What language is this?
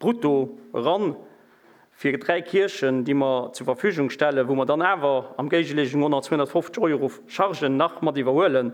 Luxembourgish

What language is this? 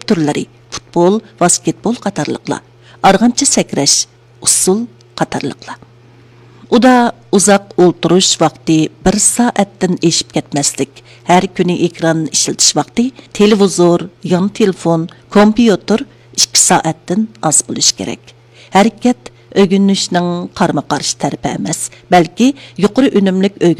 Uyghur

